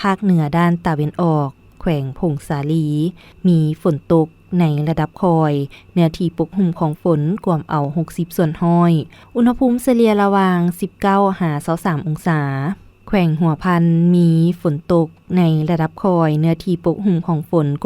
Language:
Lao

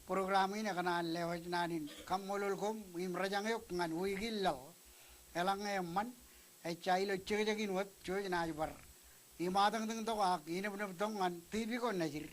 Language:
Marshallese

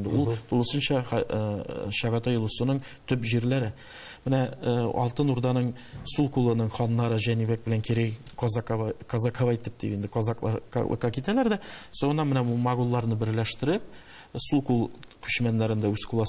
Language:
Tatar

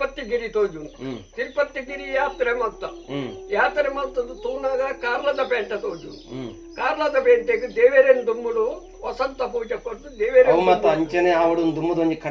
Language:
Tulu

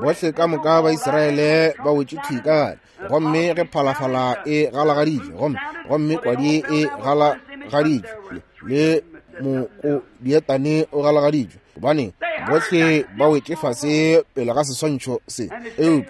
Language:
Northern Sotho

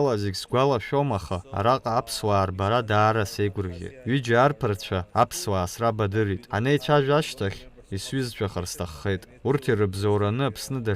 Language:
Abkhazian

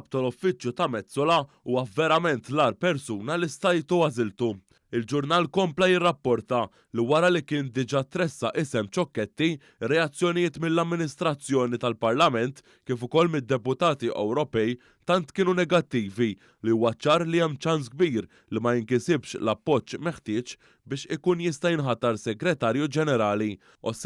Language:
Maltese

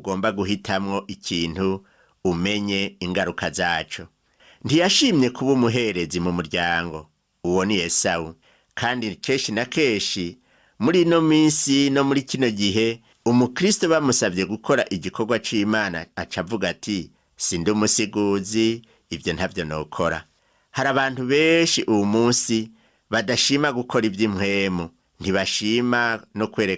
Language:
Rundi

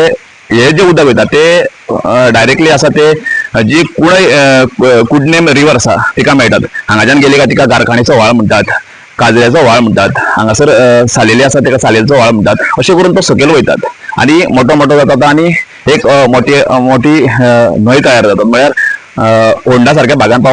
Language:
Konkani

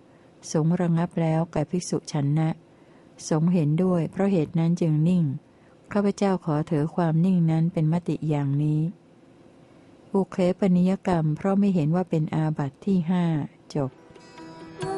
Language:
Thai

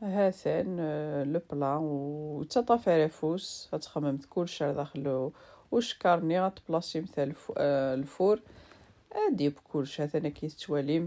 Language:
Kabyle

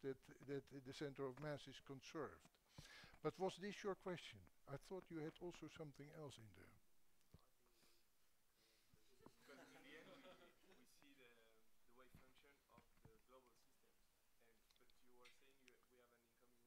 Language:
English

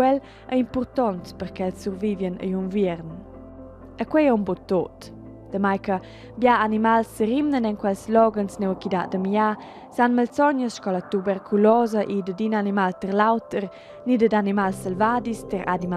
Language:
Romansh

